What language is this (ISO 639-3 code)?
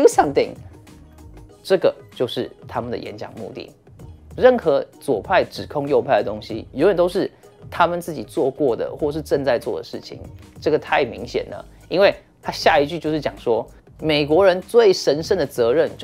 zho